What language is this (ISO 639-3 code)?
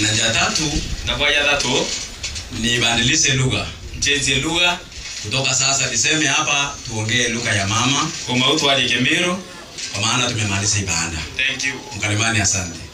mer